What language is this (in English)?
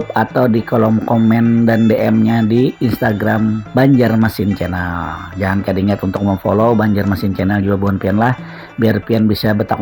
Banjar